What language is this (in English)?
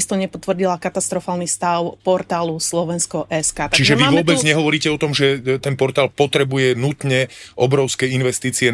Slovak